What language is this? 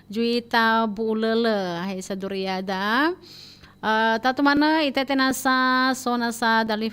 Nias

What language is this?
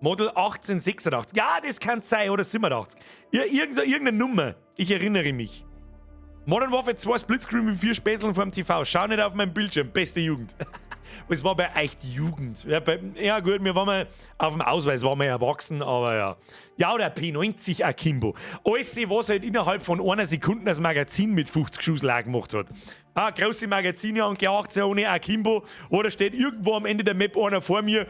Bavarian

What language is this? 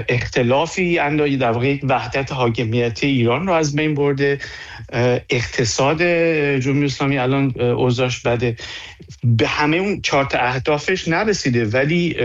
Persian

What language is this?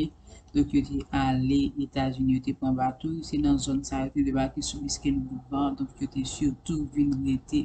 Haitian Creole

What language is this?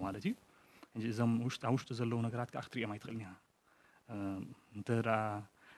Tigrinya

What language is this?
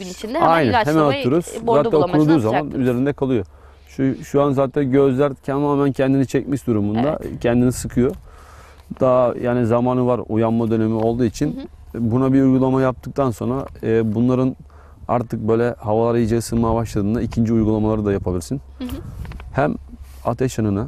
Turkish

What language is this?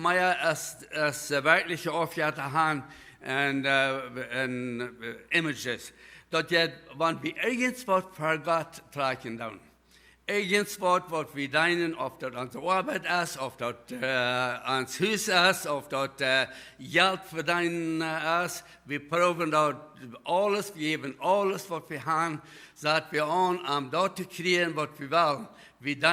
Plautdietsch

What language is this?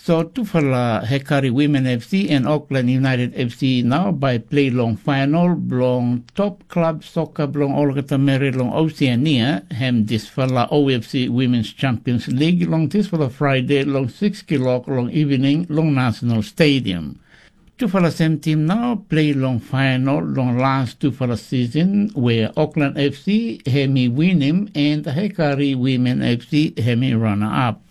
Tok Pisin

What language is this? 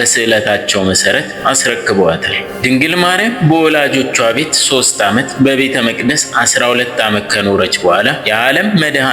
Amharic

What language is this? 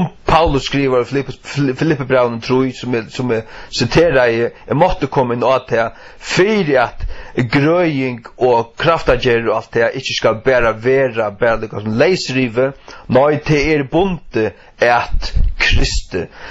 Faroese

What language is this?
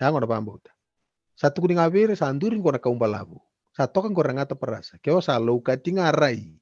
Fijian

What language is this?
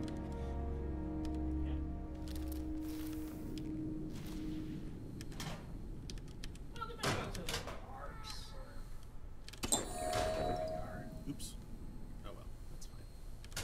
English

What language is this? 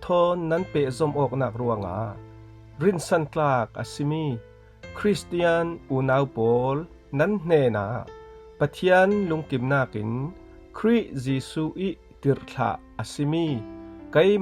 Falam Chin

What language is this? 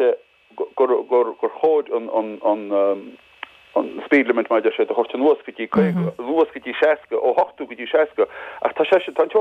Irish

